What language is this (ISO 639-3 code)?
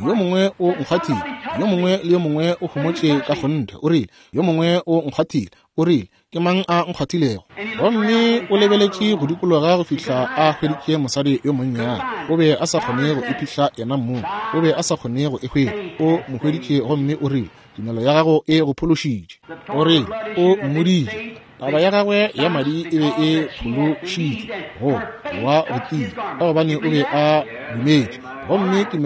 nso